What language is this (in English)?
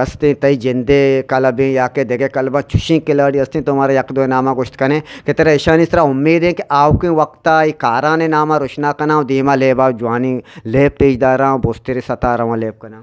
Eastern Balochi